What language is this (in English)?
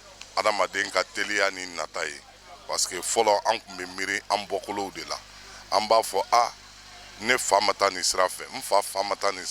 Bambara